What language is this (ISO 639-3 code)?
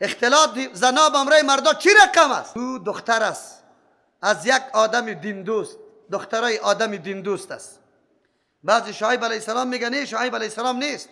fas